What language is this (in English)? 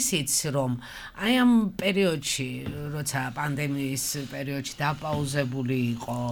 Georgian